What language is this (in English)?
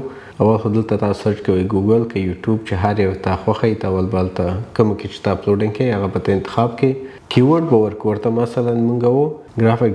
Pashto